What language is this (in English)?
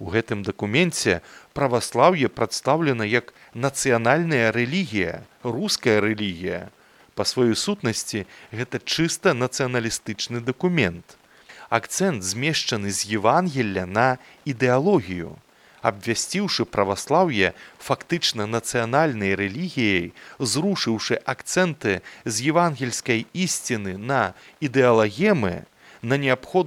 Belarusian